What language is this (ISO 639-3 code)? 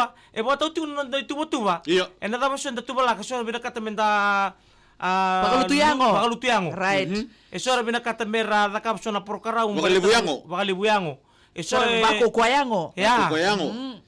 fij